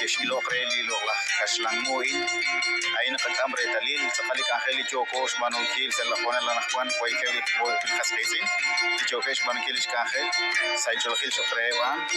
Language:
Kekchí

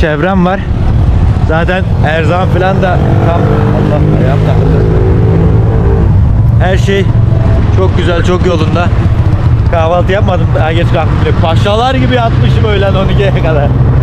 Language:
Turkish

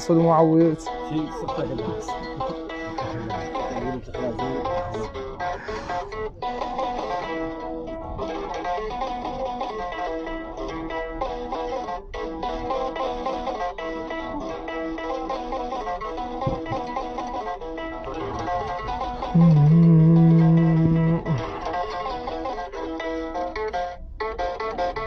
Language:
Hassaniyya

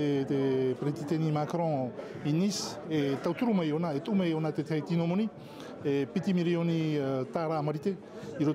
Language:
Tahitian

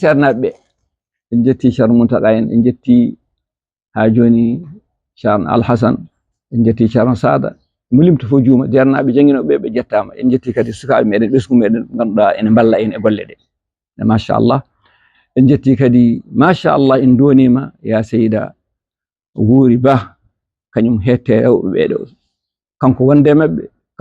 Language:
Fula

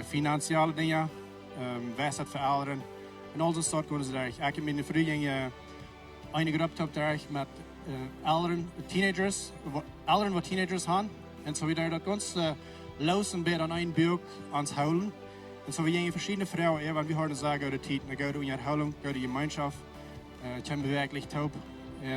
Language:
Plautdietsch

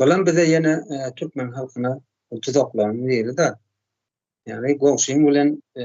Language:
Turkmen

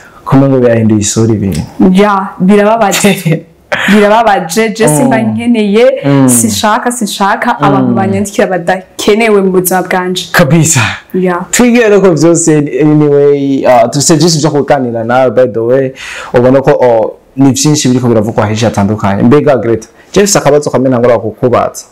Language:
Rundi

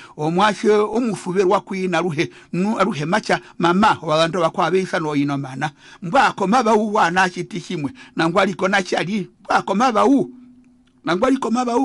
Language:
Herero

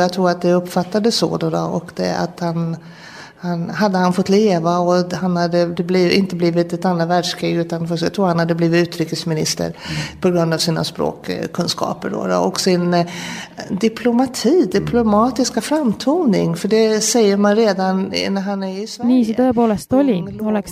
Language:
Estonian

